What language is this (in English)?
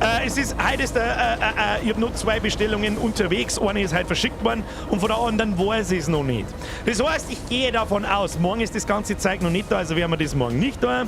Bavarian